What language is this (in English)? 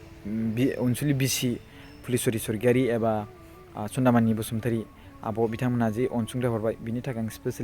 Bodo